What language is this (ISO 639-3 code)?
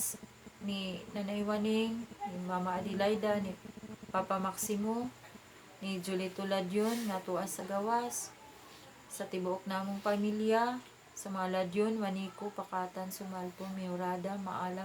ceb